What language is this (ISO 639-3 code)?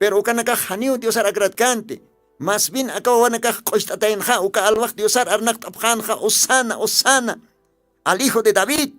aym